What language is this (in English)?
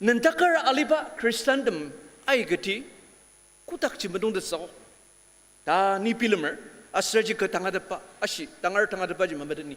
Ao Naga